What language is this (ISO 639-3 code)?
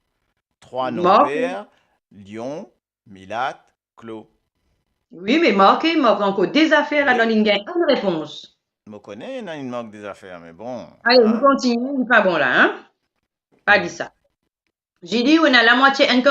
mfe